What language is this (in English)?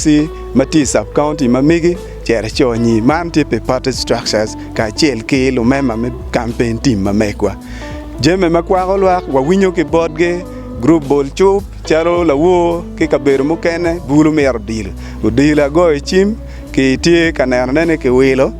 Acoli